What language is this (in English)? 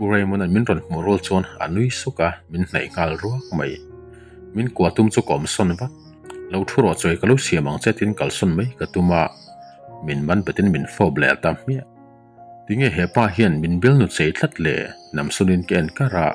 Mizo